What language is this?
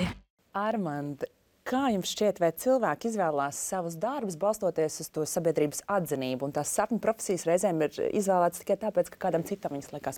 Latvian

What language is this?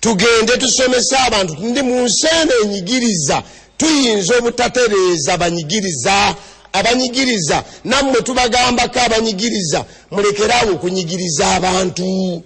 Ganda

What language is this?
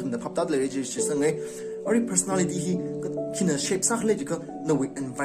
Tangkhul Naga (India)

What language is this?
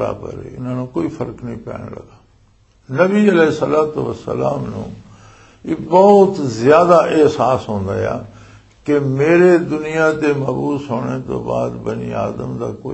Western Panjabi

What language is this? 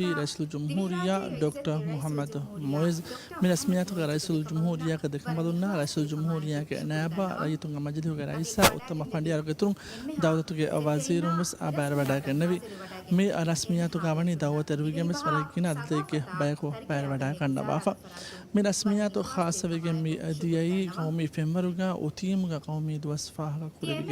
Divehi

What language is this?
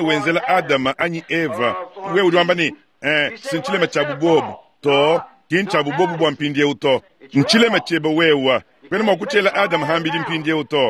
Luba-Lulua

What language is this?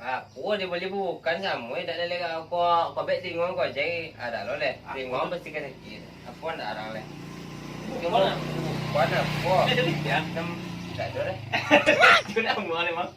Minangkabau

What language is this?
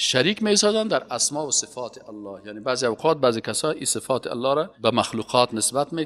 Persian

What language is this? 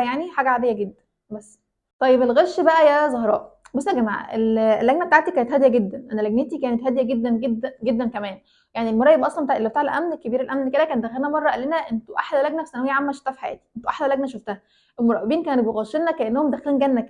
Egyptian Arabic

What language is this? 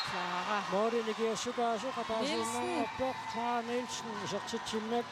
Kalaallisut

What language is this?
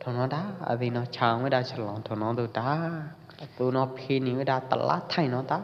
Pwo Eastern Karen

